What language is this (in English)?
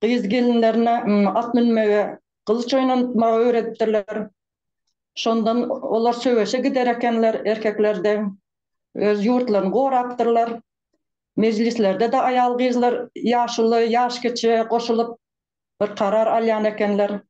Turkmen